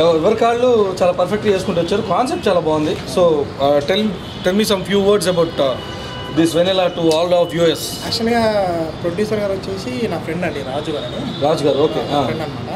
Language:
Telugu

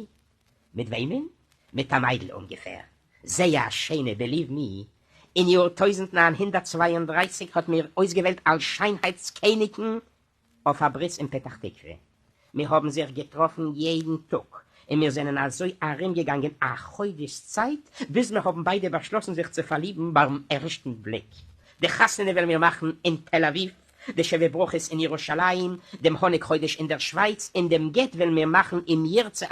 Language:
Yiddish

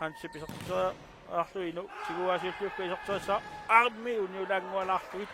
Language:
Kalaallisut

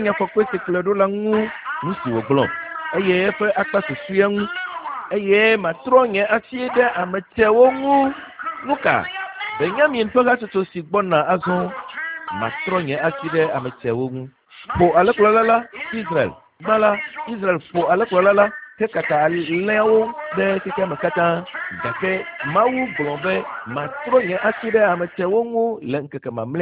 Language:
Ewe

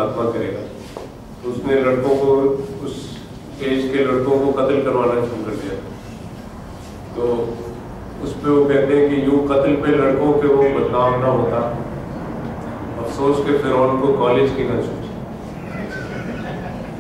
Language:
Urdu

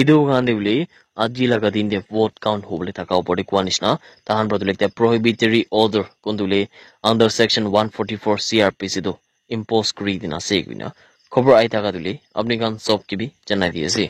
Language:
Naga Pidgin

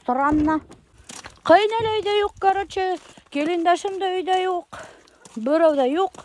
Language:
Bashkir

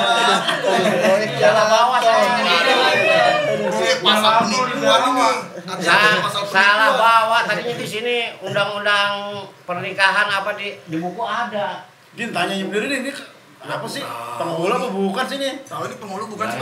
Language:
Betawi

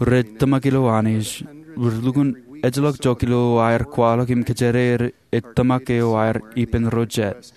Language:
Marshallese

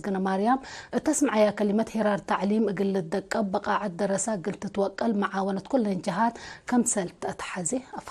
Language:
Tigre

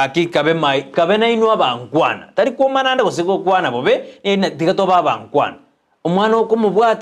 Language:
Gusii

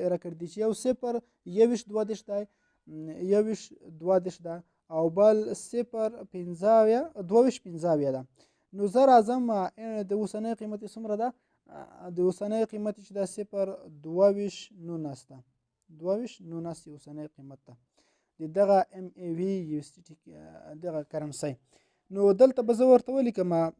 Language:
Pashto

